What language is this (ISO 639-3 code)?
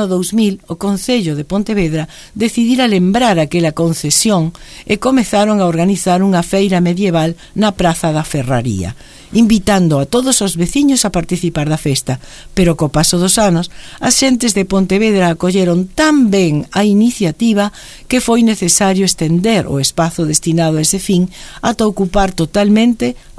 glg